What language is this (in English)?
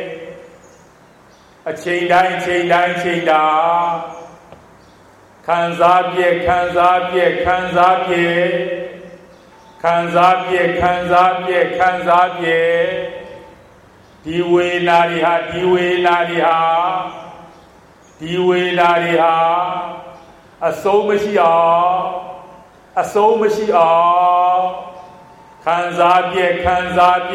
Burmese